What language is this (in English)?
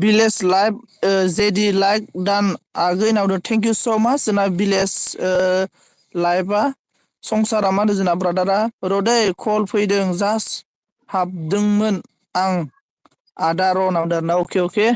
Bodo